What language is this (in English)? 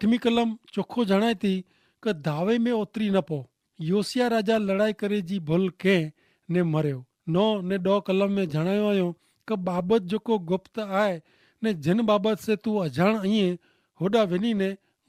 Kachhi